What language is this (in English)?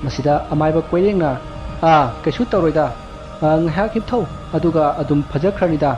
Manipuri